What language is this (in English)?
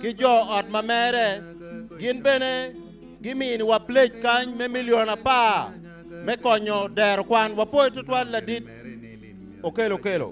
Acoli